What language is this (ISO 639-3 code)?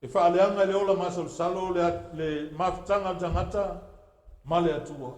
smo